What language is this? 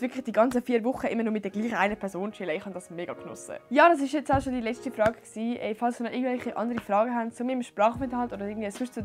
Swiss German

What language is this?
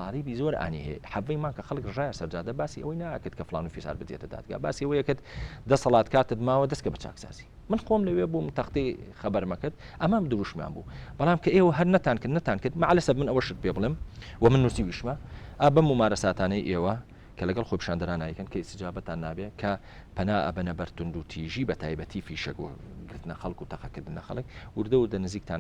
Central Kurdish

